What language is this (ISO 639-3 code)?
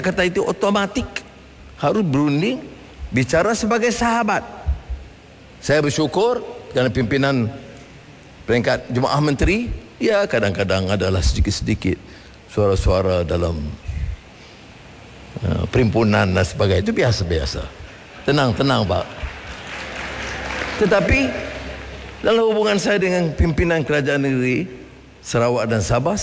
msa